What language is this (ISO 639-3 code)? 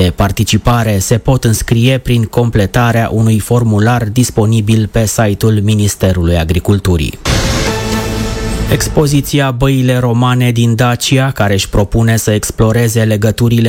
ron